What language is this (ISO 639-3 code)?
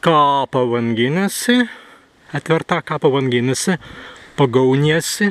prg